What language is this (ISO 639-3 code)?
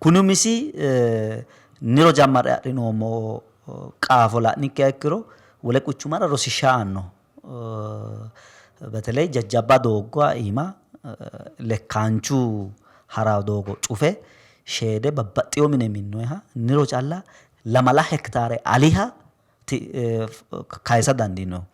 sid